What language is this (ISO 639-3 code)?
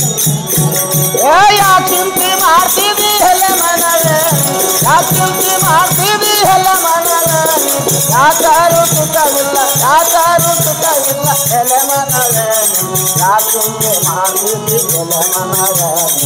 kan